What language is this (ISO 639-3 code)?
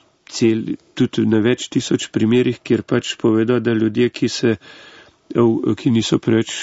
slv